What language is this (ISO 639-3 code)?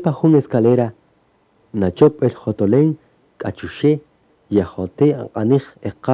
cak